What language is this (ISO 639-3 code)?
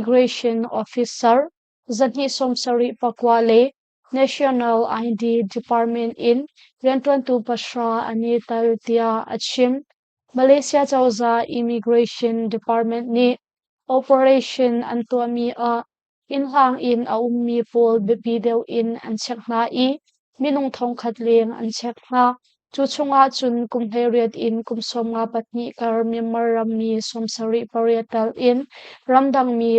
cnh